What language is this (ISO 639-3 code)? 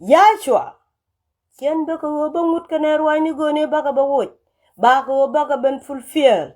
nus